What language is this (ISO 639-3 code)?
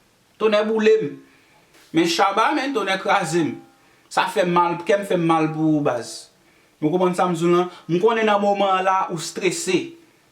hat